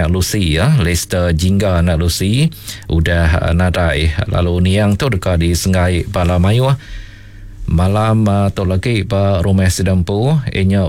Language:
Iban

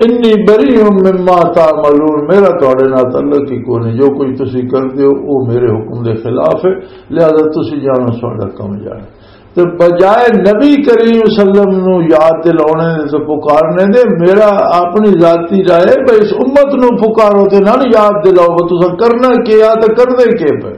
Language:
Western Panjabi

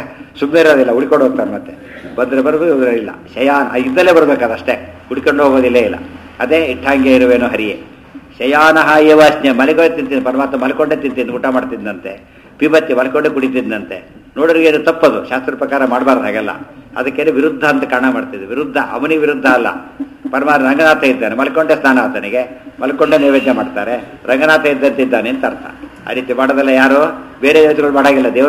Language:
Kannada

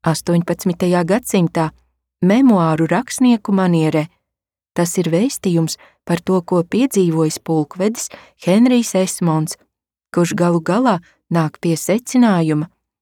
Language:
Latvian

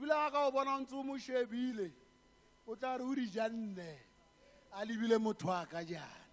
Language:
Tswana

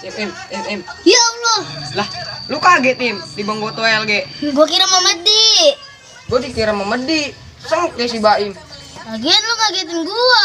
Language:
Betawi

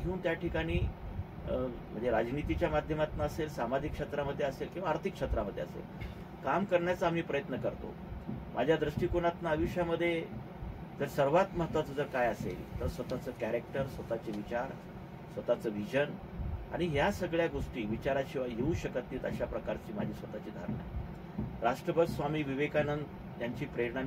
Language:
Marathi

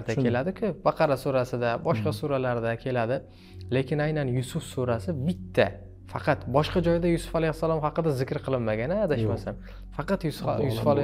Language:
Uzbek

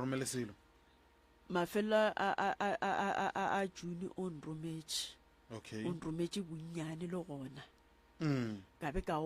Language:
Northern Sotho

